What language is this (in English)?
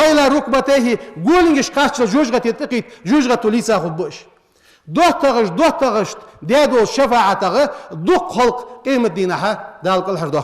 Ingush